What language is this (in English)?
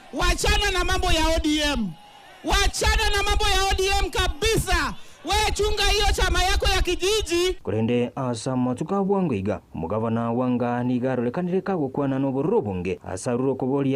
Gusii